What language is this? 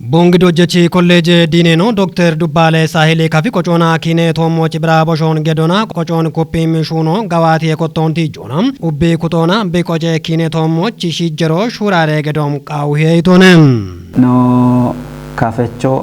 Kafa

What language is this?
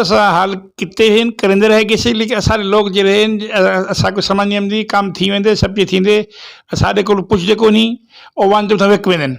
Saraiki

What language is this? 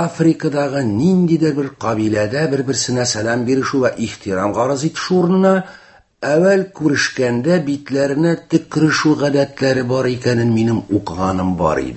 Tatar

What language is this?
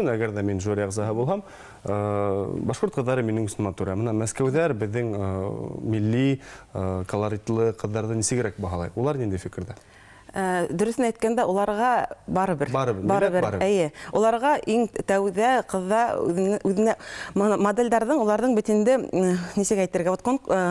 Bashkir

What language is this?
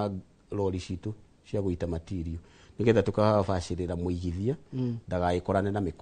Kikuyu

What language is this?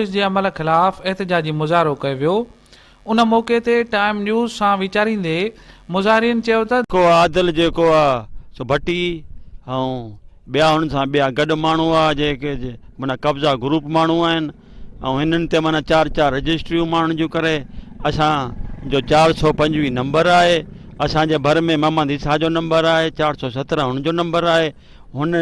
Sindhi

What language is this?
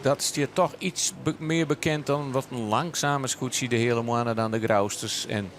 Western Frisian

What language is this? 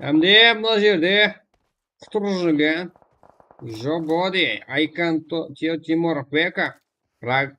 Kara-Kalpak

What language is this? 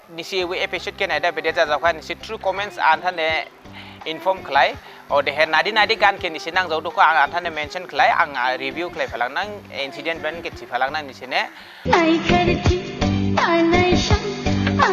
Dimasa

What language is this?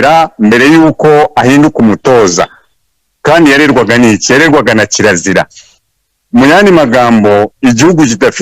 Kinyarwanda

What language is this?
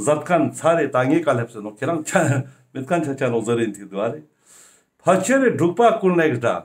Ladakhi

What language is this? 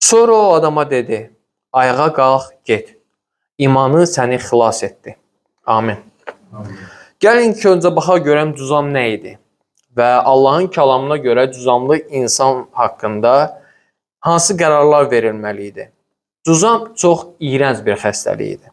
Azerbaijani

